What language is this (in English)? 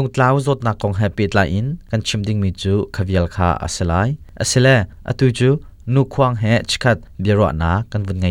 Hakha Chin